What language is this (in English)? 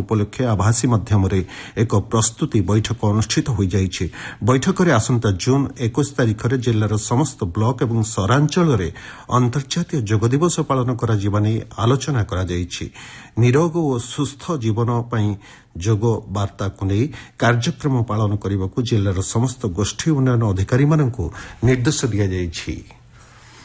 Odia